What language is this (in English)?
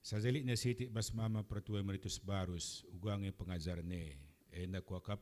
Batak Karo